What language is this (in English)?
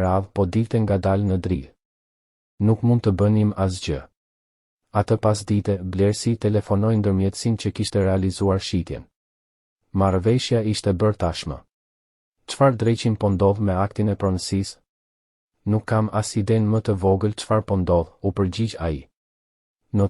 Albanian